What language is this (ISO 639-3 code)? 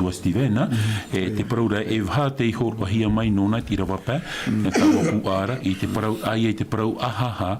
tah